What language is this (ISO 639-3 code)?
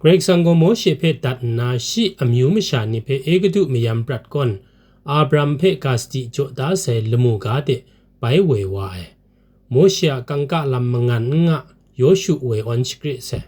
kac